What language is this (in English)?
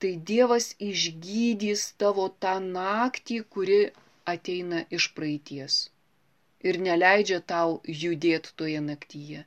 Lithuanian